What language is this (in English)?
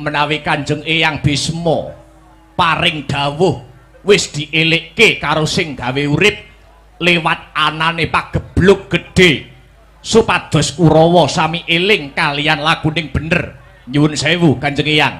Javanese